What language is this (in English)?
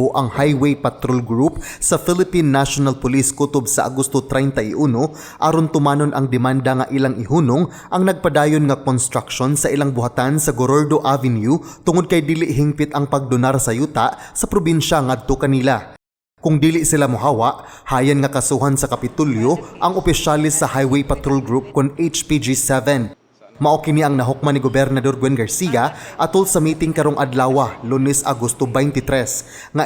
Cebuano